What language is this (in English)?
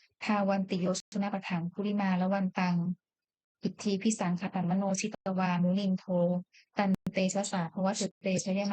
Pali